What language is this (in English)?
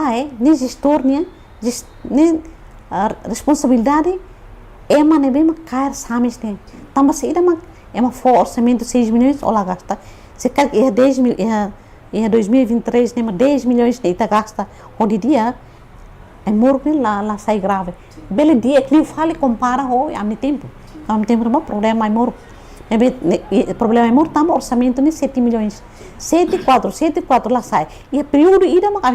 Tetum